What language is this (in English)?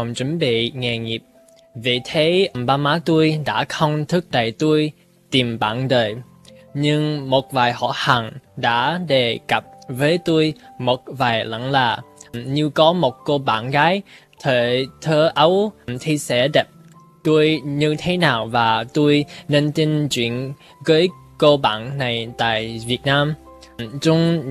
Vietnamese